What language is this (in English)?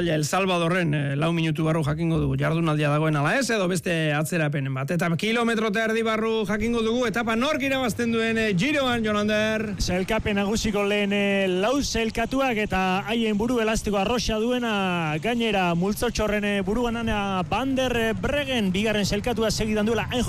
Basque